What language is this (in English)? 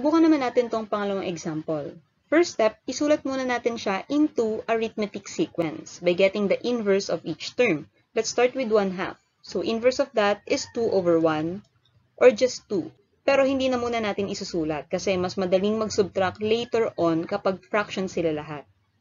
Filipino